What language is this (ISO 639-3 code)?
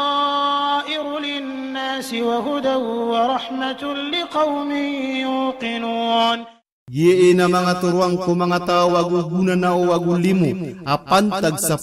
mrw